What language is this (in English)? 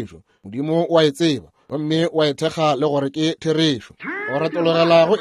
Northern Sotho